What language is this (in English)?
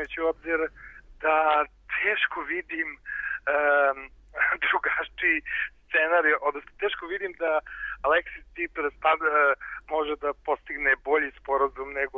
Serbian